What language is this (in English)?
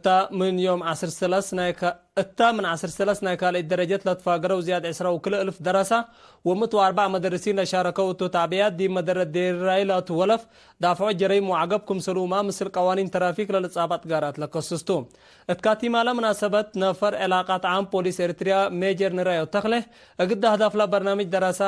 Tigre